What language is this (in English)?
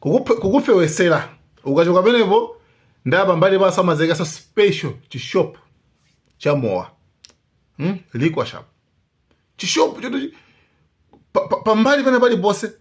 Nyanja